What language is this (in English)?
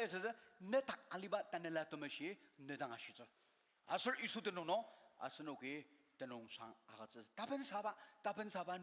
Ao Naga